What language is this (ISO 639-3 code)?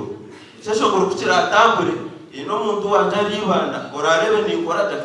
nyn